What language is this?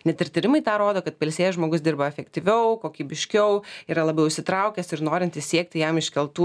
Lithuanian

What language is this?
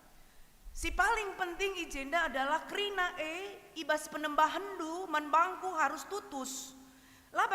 Batak Karo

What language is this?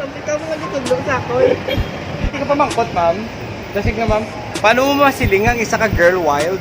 Hiligaynon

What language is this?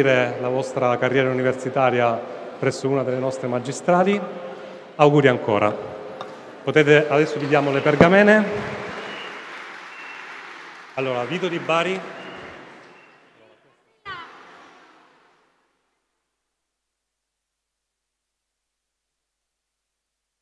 Italian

